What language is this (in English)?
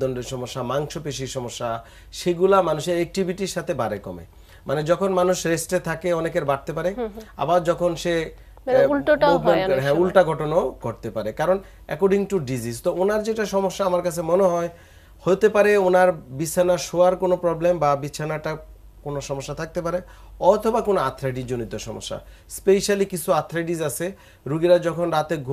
Bangla